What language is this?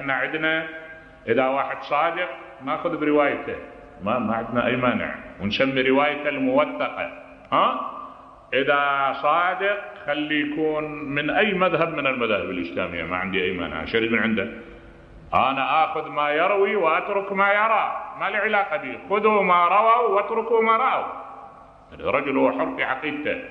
Mesopotamian Arabic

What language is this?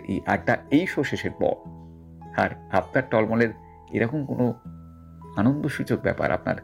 Bangla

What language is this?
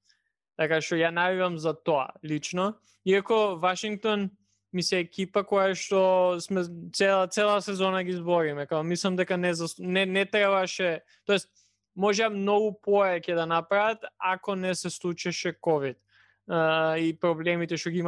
Macedonian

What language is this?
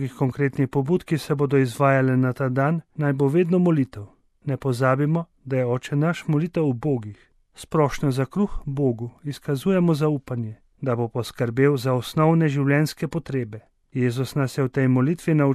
Slovenian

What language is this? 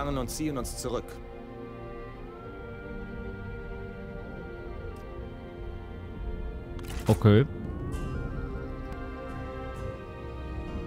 German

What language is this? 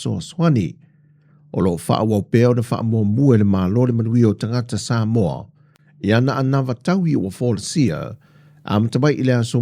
Samoan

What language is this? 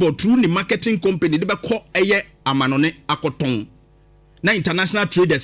Akan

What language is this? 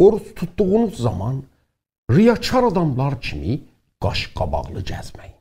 South Azerbaijani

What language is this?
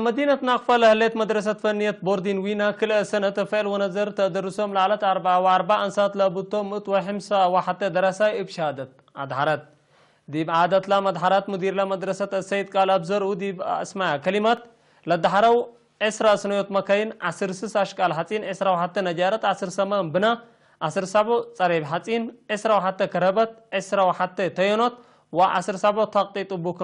Tigre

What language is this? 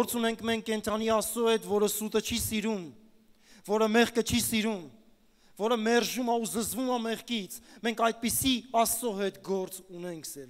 Armenian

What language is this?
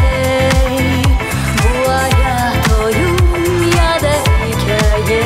Crimean Tatar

